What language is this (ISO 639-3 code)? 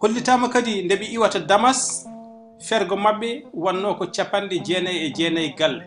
ful